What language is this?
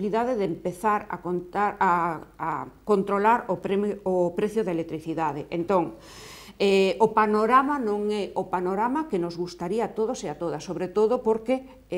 Galician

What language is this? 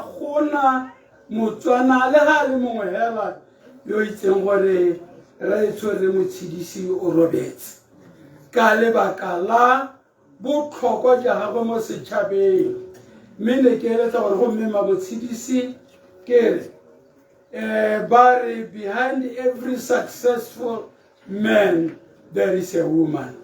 Tswana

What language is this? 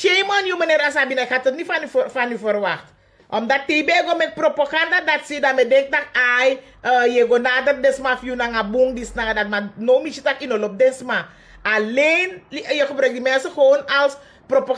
Sranan Tongo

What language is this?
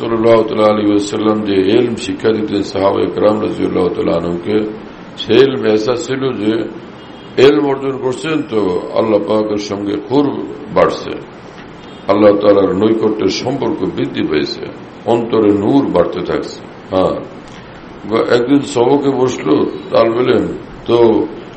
Bangla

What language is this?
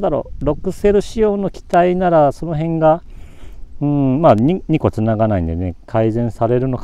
Japanese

